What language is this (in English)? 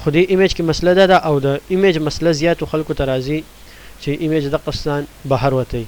Pashto